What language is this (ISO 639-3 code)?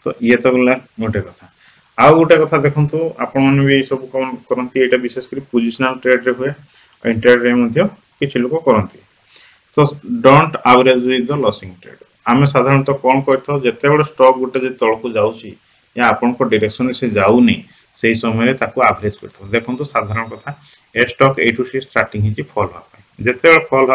ori